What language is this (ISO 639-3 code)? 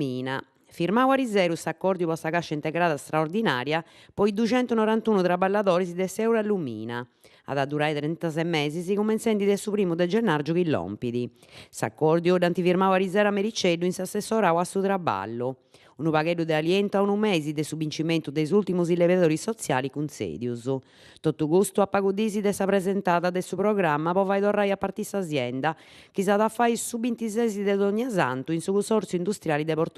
srd